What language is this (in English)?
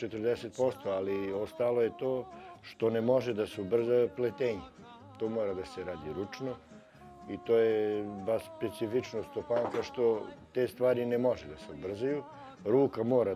Serbian